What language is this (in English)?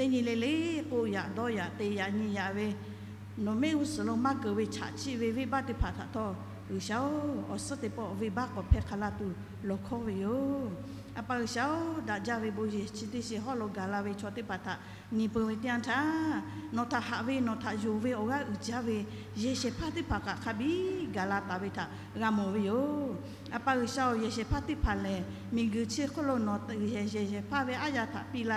Lahu